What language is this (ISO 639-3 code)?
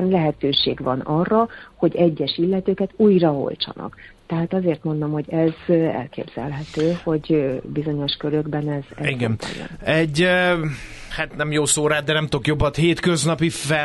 hun